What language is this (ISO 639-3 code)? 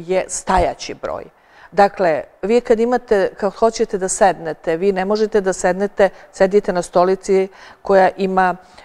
srp